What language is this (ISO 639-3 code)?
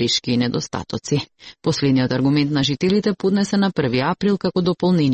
mkd